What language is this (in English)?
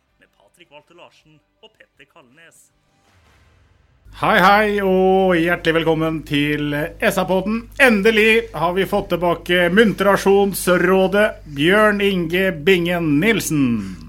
Norwegian